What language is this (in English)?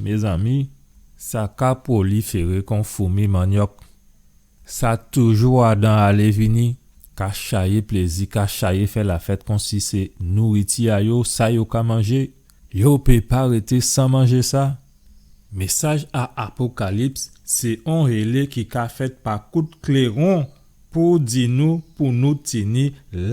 Guadeloupean Creole French